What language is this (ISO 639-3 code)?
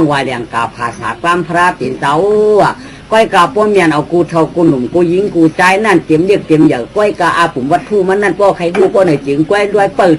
shn